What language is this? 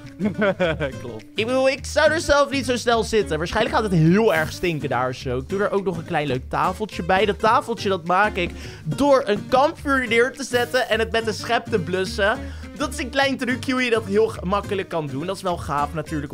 Dutch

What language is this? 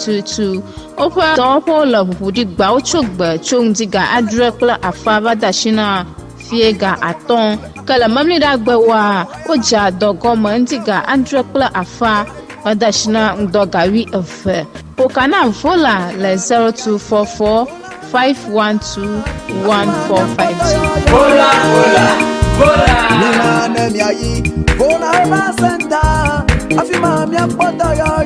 Ewe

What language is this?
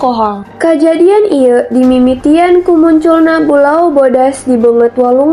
Sundanese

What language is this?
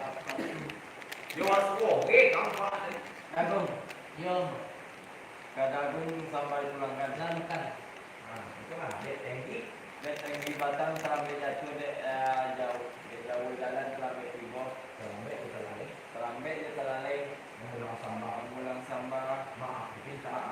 Minangkabau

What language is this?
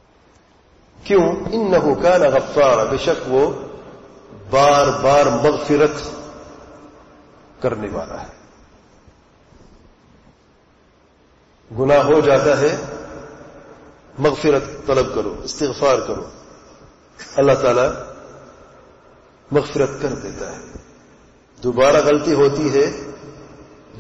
Urdu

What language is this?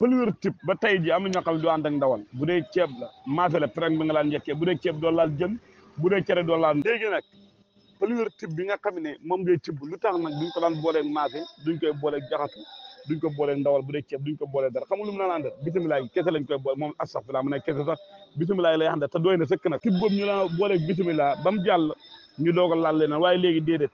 Wolof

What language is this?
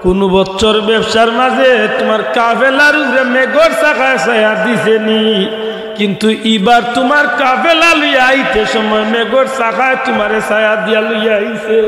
Sylheti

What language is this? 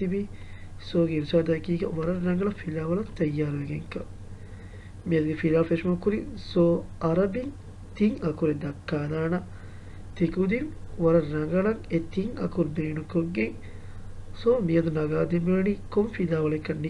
Divehi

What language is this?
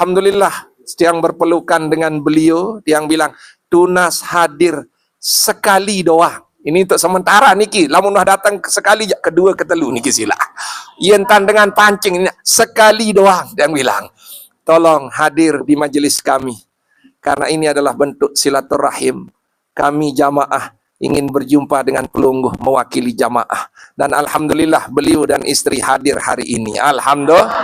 Sasak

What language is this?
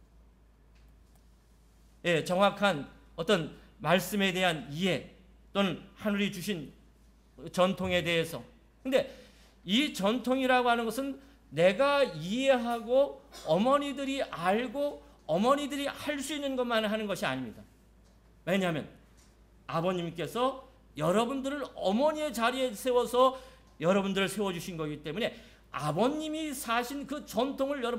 Korean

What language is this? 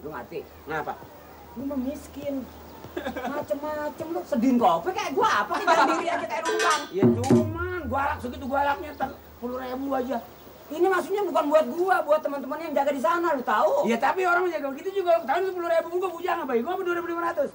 Betawi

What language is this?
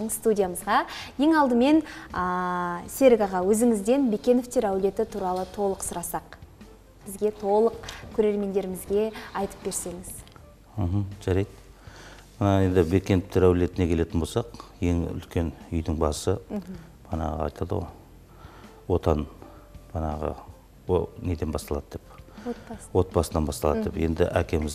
Kazakh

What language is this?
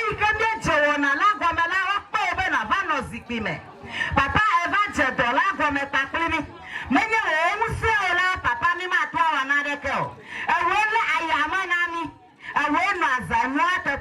Ewe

